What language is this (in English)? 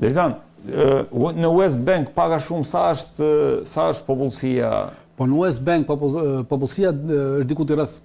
Albanian